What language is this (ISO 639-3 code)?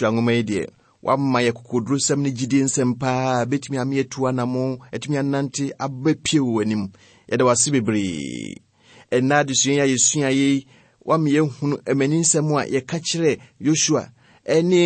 aka